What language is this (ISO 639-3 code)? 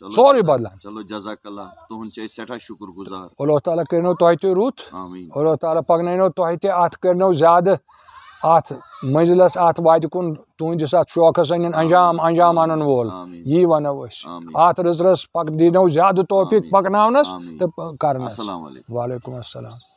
kas